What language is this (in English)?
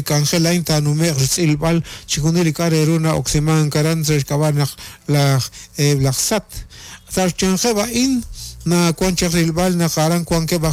Kekchí